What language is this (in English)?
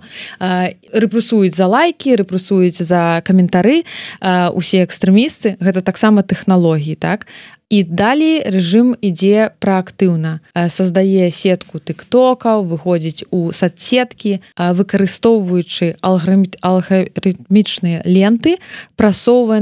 Belarusian